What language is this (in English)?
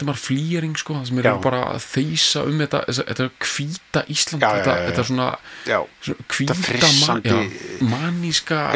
Icelandic